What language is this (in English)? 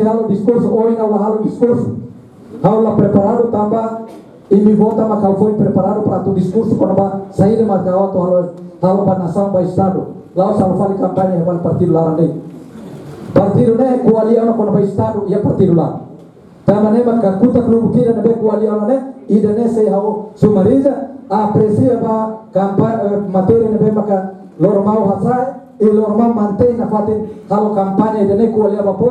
Tetum